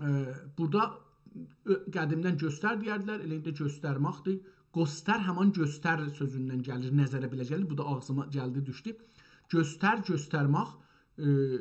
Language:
South Azerbaijani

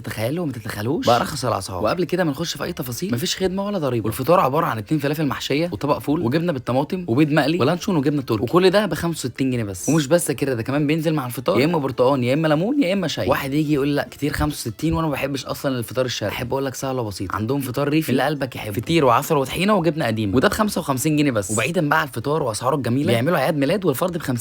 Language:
Egyptian Arabic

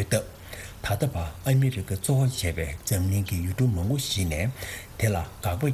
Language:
Tibetan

